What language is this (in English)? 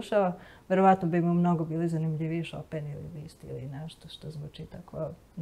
Serbian